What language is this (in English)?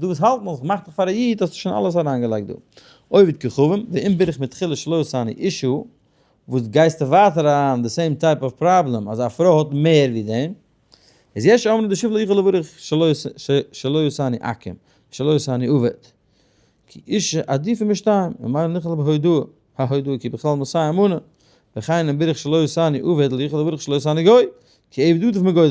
Yiddish